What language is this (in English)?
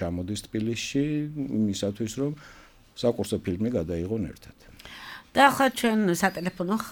Georgian